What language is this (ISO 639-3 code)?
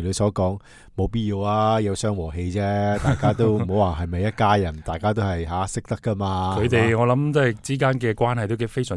yue